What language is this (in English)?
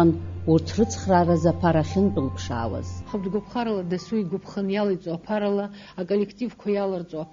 Abkhazian